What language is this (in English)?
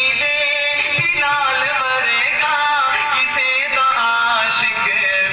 Saraiki